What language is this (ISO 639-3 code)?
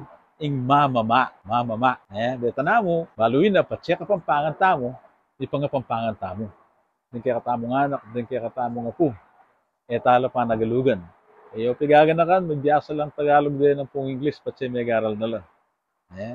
pam